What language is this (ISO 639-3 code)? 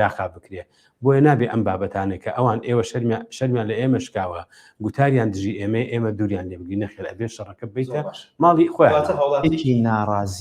ckb